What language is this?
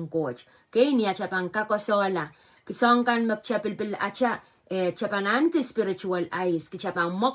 Pohnpeian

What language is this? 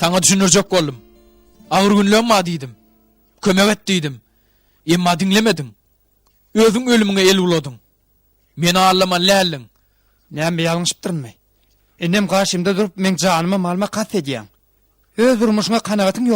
Turkmen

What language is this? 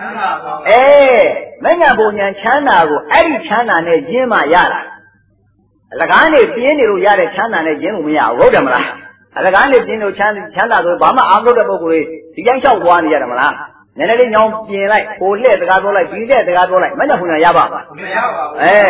Burmese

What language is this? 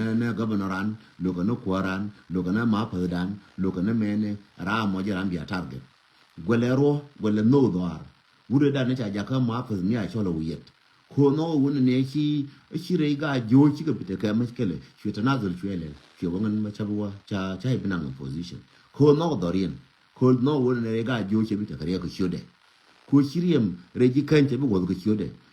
Nuer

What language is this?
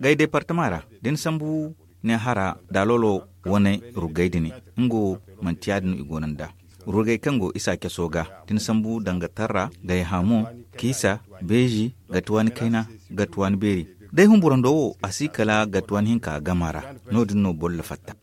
Zarma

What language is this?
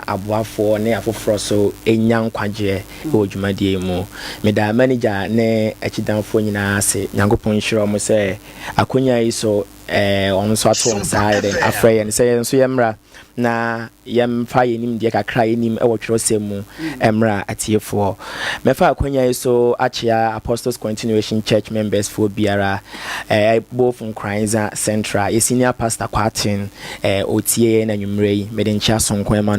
Akan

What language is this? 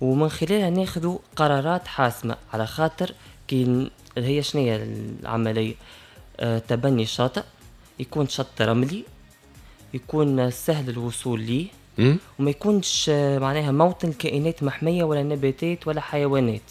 Tunisian Arabic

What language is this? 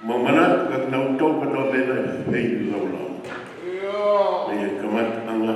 Tongan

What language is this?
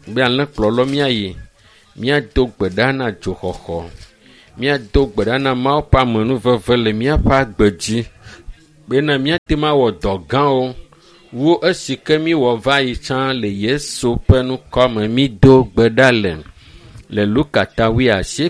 Ewe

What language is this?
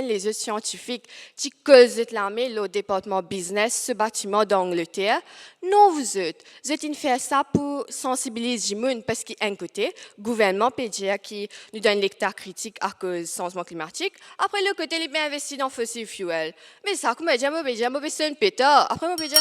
Morisyen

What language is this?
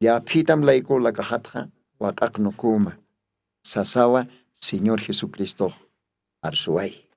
Aymara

